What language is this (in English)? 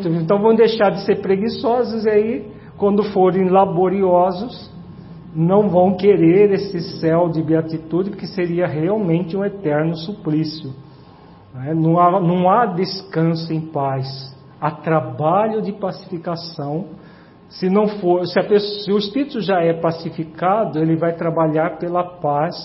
Portuguese